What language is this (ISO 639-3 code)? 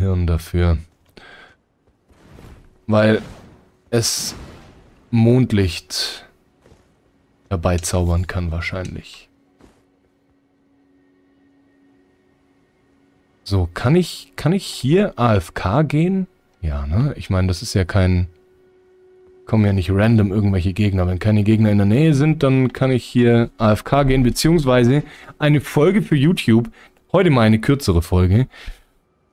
deu